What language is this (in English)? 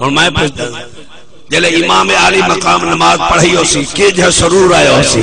Saraiki